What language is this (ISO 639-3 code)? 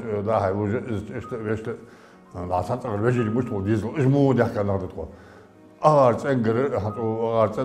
inh